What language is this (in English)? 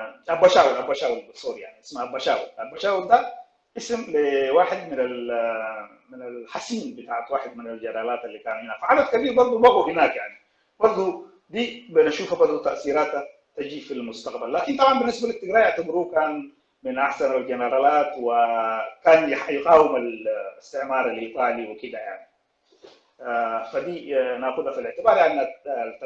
Sudanese Arabic